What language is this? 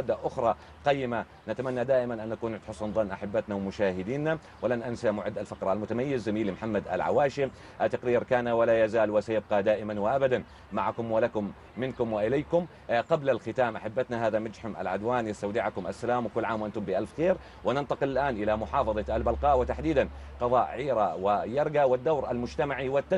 South Levantine Arabic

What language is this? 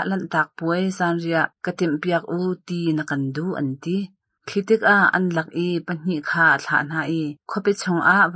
Hakha Chin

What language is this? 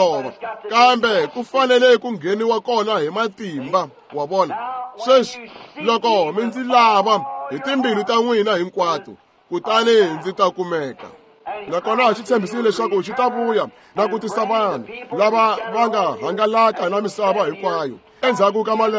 Tsonga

